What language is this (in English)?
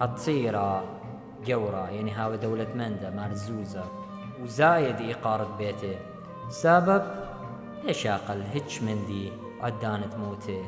Assyrian Neo-Aramaic